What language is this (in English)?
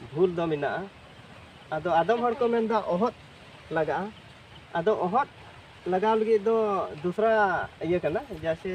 Santali